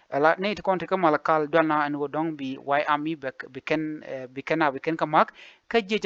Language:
Nuer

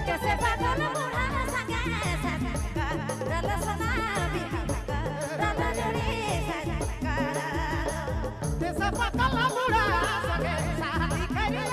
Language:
Sadri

